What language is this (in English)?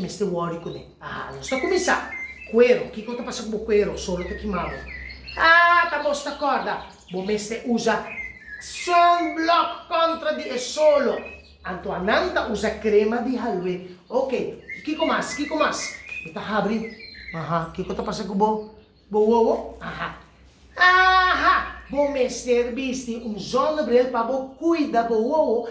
Papiamento